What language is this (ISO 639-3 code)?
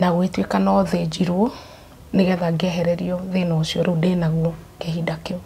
kik